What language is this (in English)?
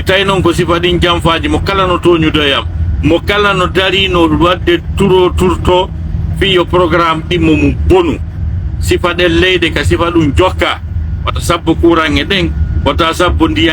Pular